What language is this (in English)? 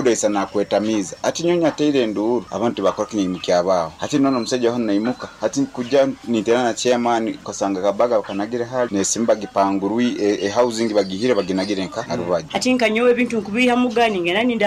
Nyankole